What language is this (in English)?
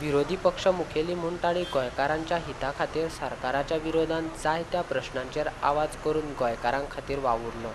Konkani